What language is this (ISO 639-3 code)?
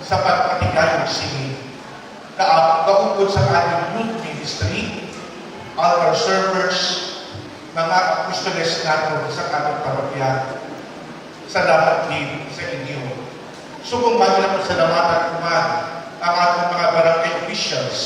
hil